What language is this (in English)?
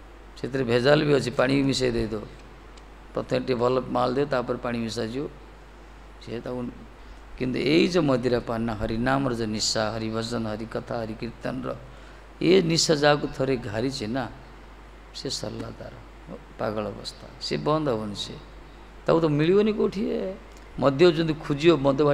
Odia